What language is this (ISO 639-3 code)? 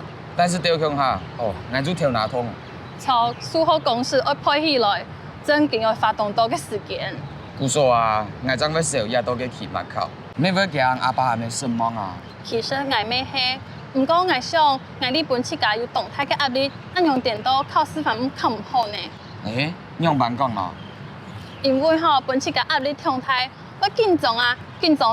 hak